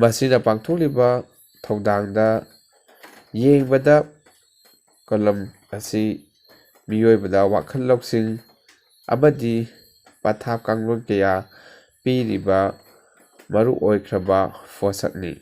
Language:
Manipuri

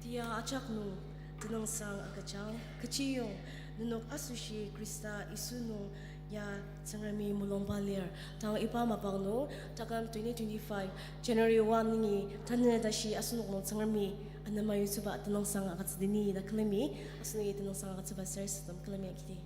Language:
Ao Naga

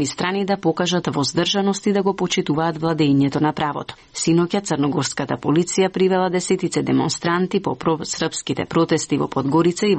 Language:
Macedonian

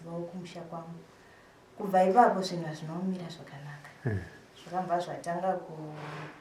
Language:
Shona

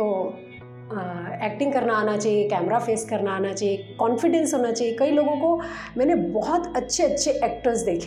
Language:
Hindi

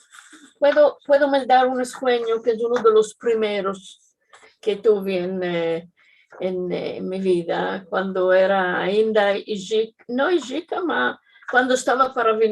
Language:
Ladino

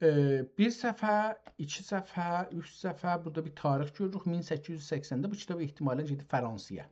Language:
South Azerbaijani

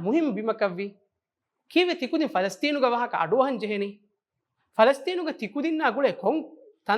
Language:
Divehi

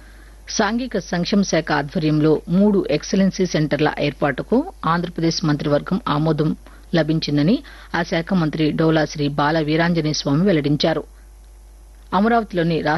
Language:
Telugu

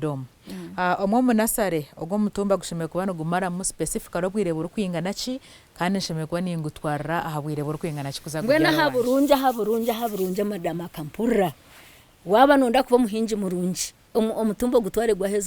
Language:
Nyankole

